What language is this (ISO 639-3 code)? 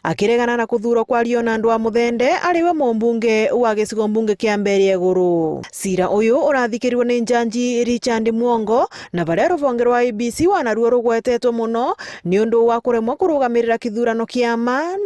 mer